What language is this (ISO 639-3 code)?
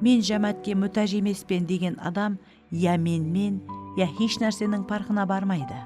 kaa